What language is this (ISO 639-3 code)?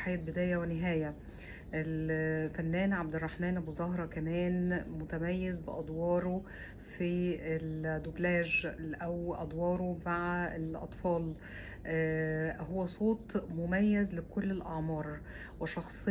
arz